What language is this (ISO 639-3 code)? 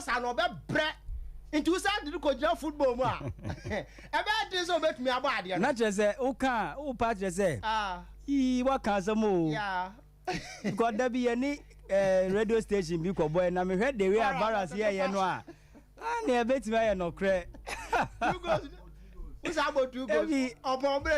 aka